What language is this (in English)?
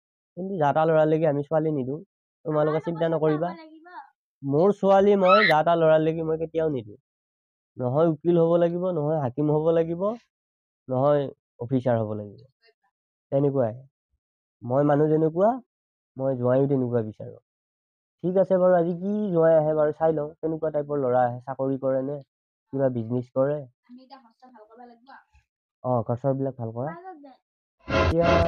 Assamese